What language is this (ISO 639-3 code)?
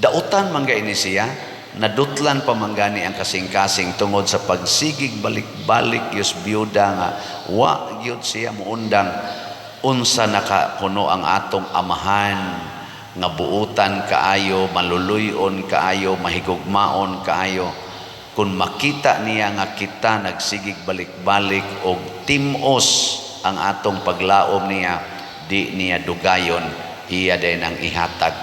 ceb